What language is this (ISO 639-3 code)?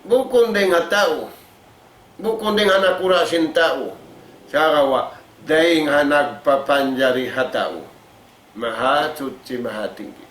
tsg